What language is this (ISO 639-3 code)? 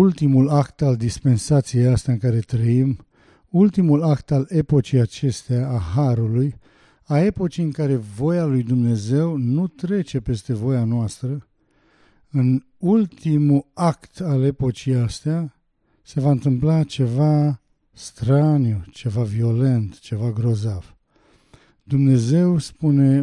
ron